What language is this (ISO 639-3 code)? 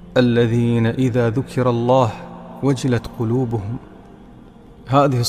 ara